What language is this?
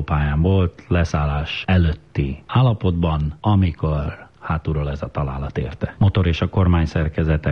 Hungarian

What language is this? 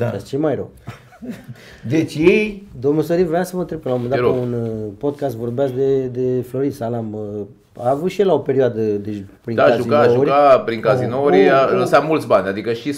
Romanian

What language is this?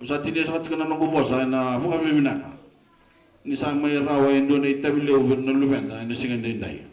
Fijian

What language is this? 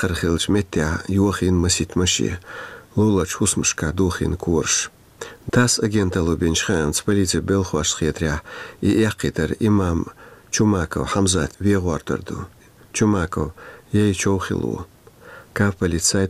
Chechen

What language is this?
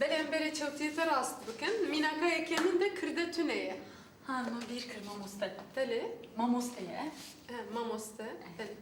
Kurdish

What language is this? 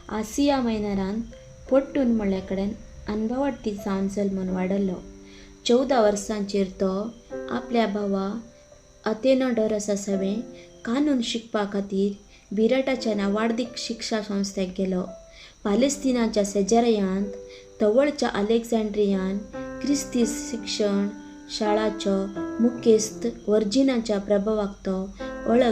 Konkani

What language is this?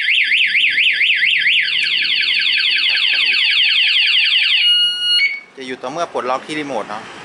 Thai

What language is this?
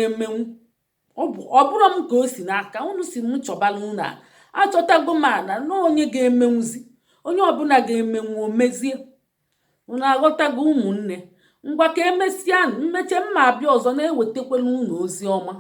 Igbo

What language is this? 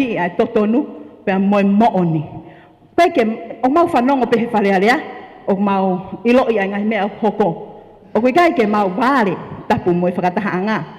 Tongan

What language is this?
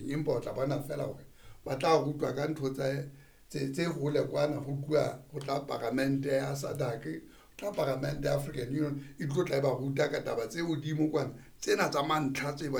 Southern Sotho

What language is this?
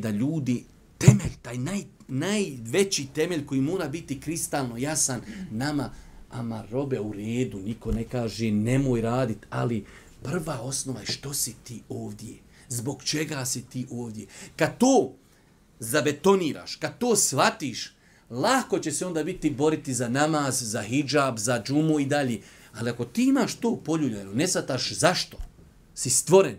Bosnian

